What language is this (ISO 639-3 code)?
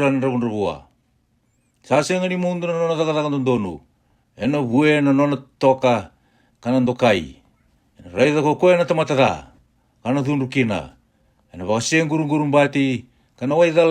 fij